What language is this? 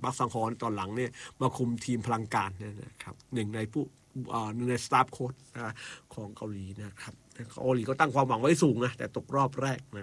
Thai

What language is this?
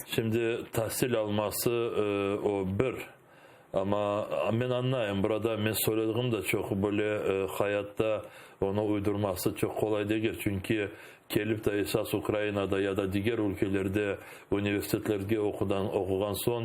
Crimean Tatar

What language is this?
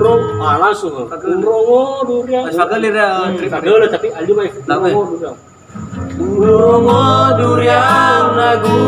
Nias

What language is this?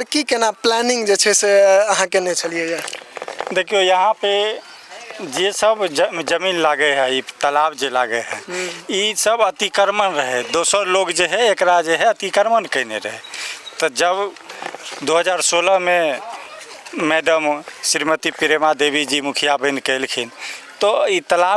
Maithili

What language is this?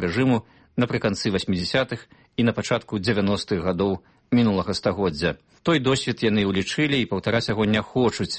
Belarusian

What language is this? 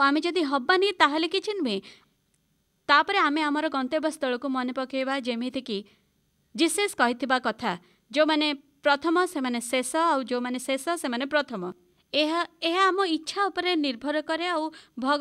Odia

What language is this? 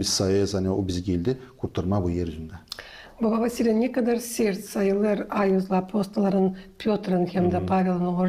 Gagauz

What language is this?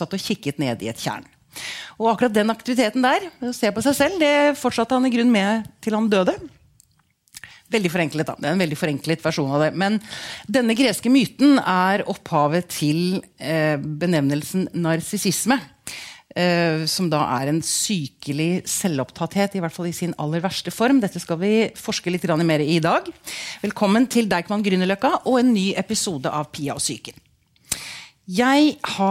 Norwegian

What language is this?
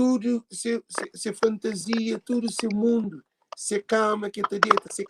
Kabuverdianu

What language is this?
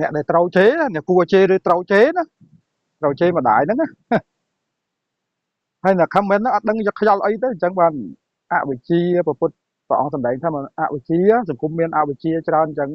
Khmer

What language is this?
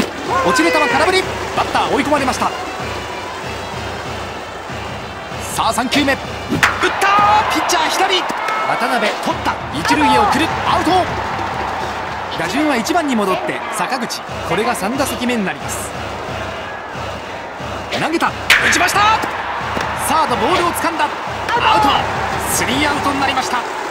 Japanese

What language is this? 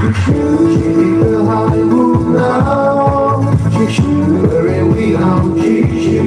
Tangkhul Naga (India)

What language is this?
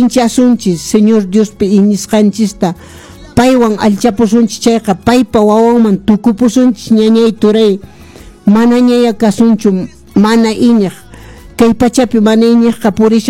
Quechua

